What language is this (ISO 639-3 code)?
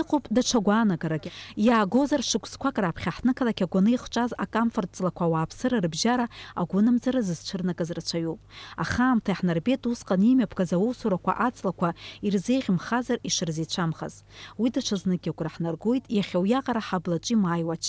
abk